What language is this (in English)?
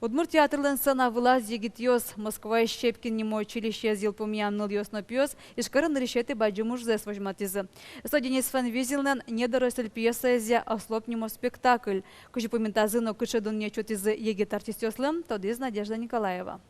Udmurt